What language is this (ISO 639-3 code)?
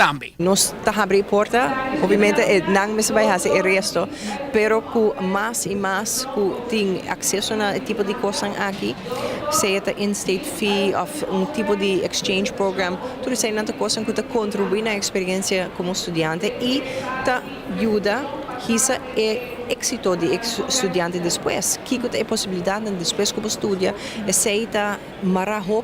pap